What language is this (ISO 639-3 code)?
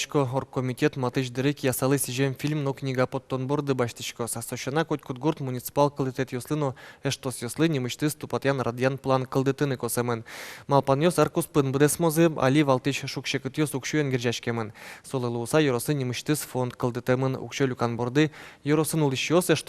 udm